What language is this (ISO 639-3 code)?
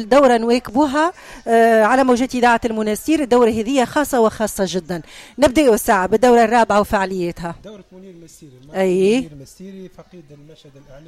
aeb